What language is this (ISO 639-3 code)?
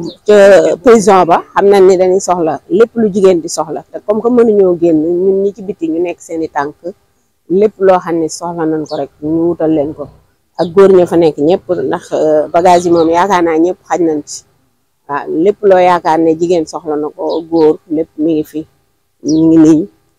wol